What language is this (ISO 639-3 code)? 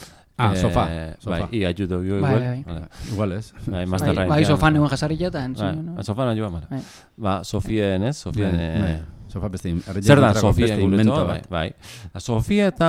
eus